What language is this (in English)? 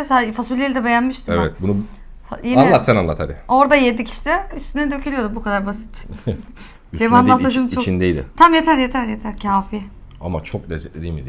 Turkish